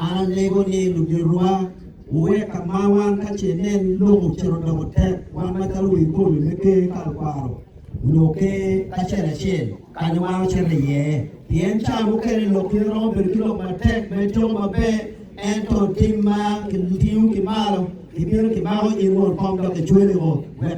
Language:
Acoli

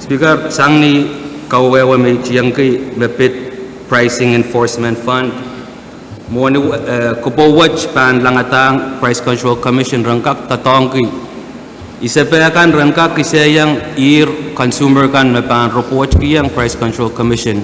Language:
Pohnpeian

